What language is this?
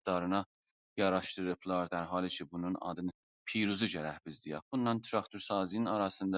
South Azerbaijani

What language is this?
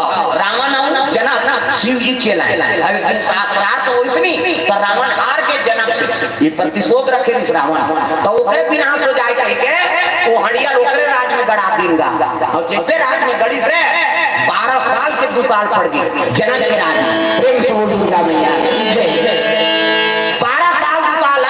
Chhattisgarhi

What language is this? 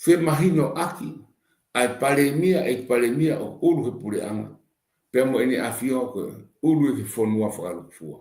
Tongan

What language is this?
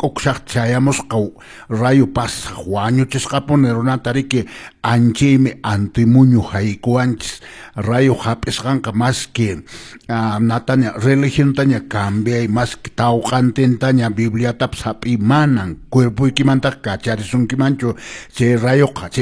Quechua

